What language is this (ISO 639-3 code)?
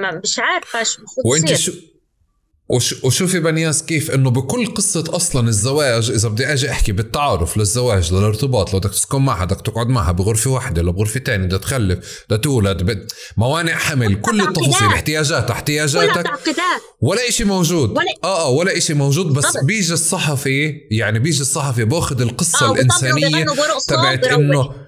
apc